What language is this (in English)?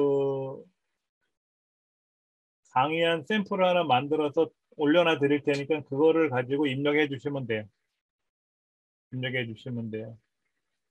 Korean